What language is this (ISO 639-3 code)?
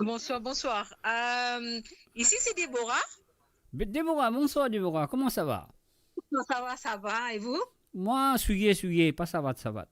mfe